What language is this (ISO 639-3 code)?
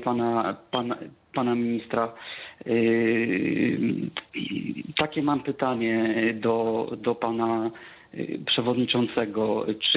pol